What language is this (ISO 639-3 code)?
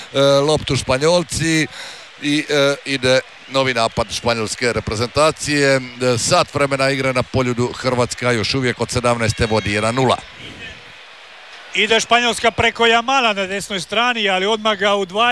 hrv